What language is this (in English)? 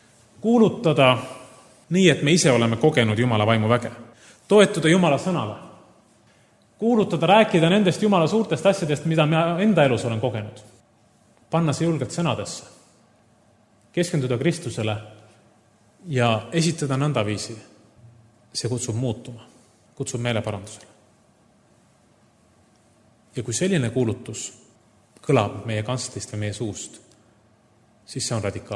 Estonian